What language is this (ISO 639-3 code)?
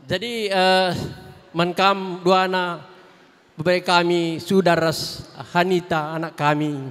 btx